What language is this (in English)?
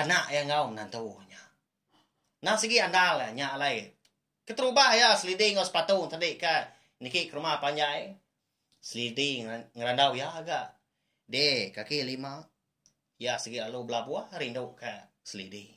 Iban